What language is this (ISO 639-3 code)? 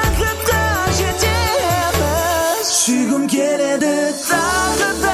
kaz